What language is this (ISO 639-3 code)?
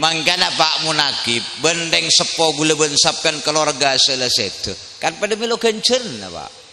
mad